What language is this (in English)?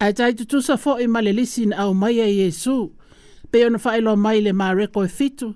Samoan